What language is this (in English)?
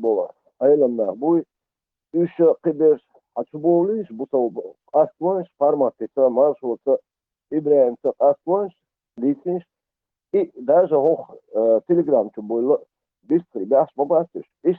Chechen